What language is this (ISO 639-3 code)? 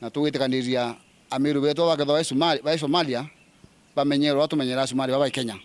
mer